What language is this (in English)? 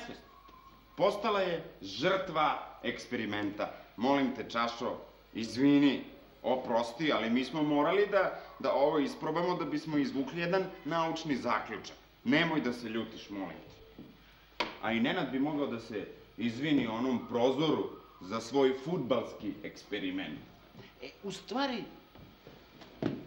Serbian